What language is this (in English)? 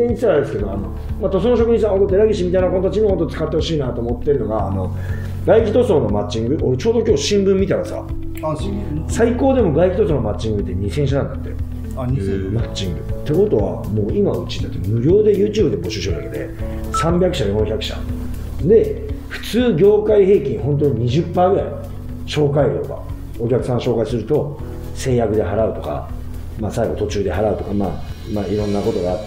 Japanese